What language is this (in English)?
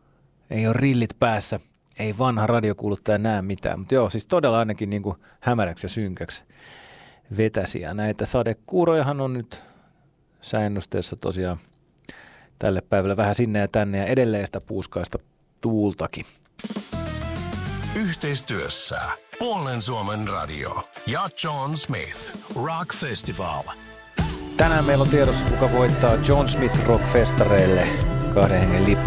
Finnish